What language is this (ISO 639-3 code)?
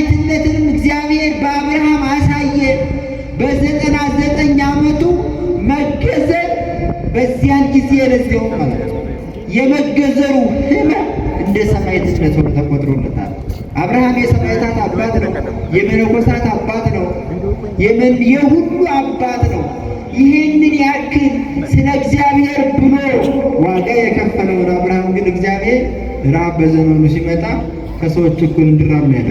amh